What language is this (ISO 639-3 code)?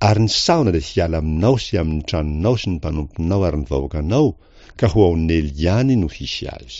mlg